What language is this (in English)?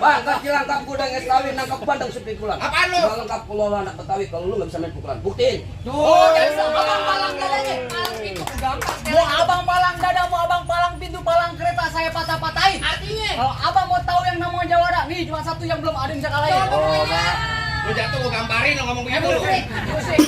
Betawi